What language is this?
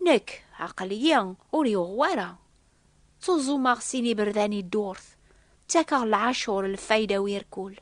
Kabyle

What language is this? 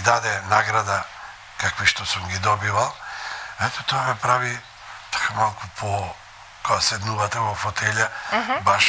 Macedonian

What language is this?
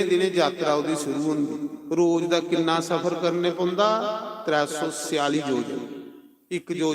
Dogri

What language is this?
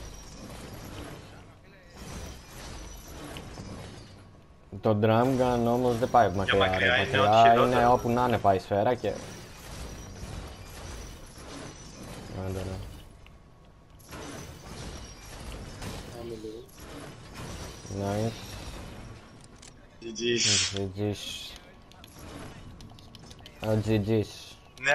Greek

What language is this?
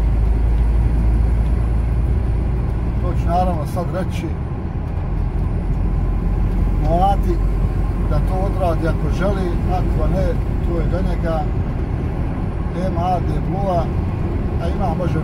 Croatian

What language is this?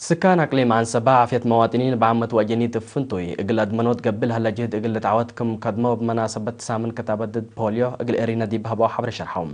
Tigre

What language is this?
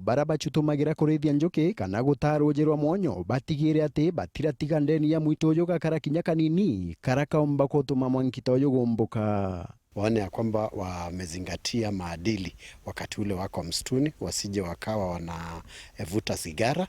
Meru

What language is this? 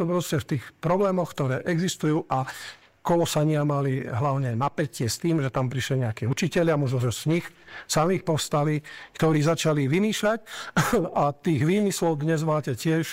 Slovak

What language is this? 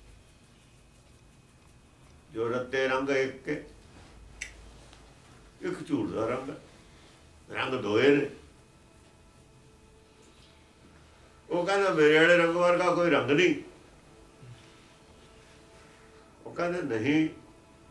Punjabi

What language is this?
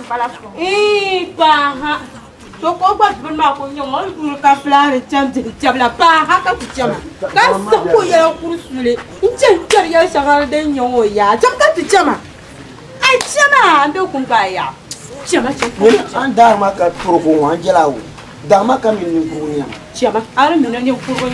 Dagbani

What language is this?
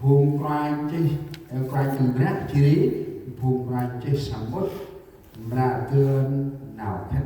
Central Mnong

